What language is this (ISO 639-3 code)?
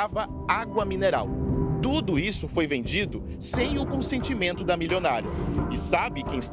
por